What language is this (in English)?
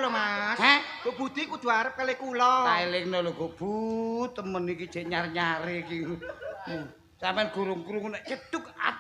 Javanese